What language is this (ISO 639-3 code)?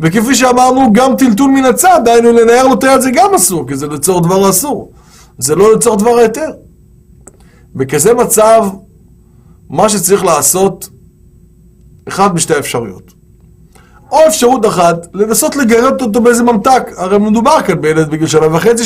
heb